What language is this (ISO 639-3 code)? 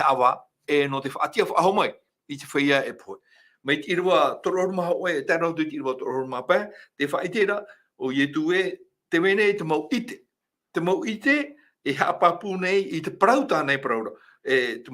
tah